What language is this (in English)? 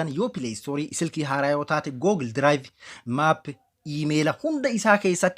Oromo